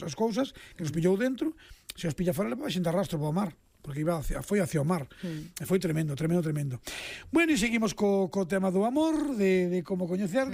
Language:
Galician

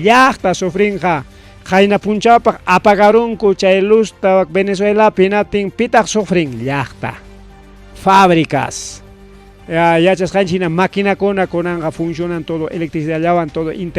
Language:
Ayacucho Quechua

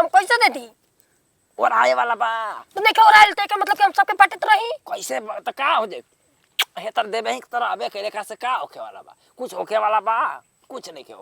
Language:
Bhojpuri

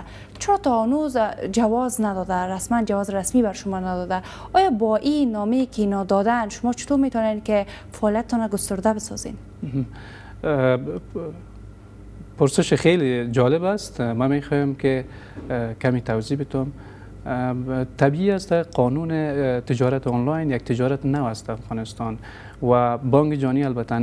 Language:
Persian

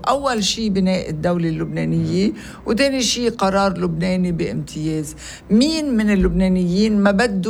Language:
North Levantine Arabic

